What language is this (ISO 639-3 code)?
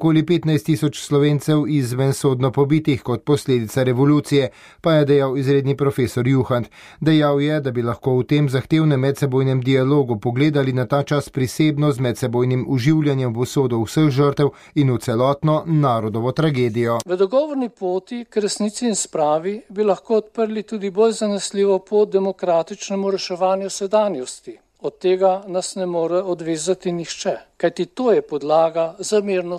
slv